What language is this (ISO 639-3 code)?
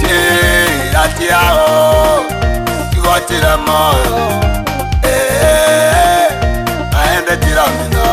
guz